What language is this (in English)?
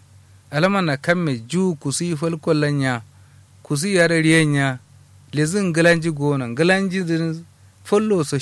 Kanuri